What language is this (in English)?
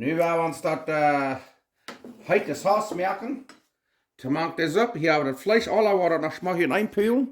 Plautdietsch